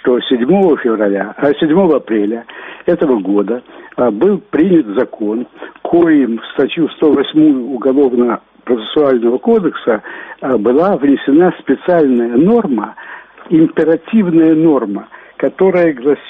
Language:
Russian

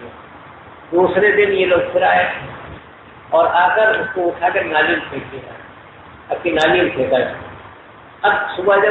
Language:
Urdu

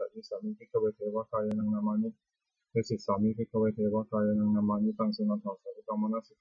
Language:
Pali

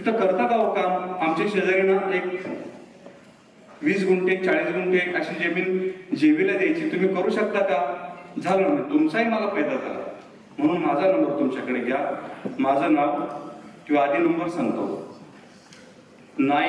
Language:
Marathi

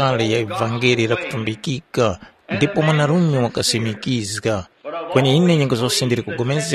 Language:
Tumbuka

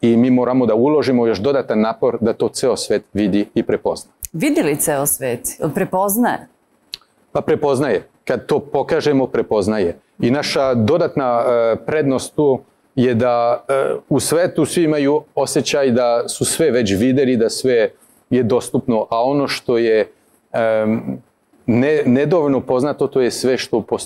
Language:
Serbian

